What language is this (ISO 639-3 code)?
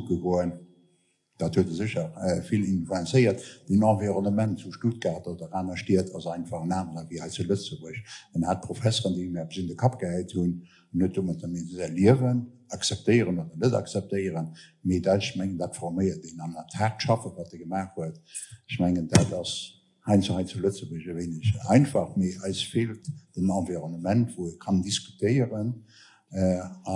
ltz